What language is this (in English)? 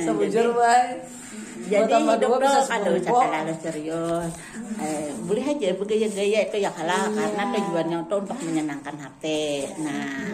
Banjar